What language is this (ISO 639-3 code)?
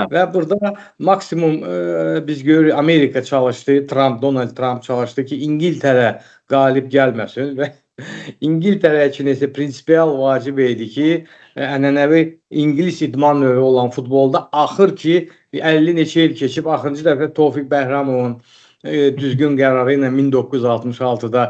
aze